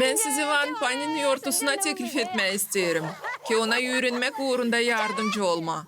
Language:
Gagauz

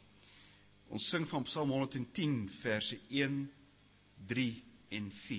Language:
Afrikaans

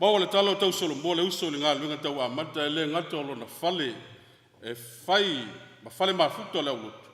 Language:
Samoan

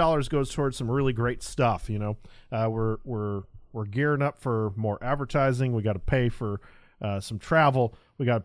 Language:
English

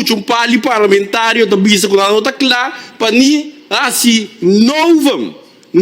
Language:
Papiamento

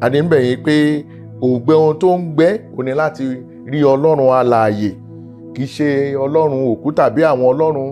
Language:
Yoruba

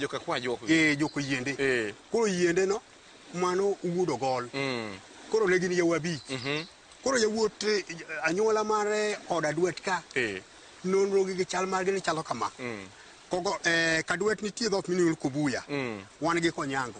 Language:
Luo (Kenya and Tanzania)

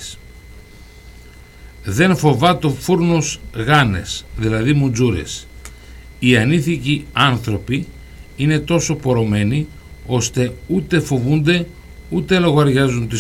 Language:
Greek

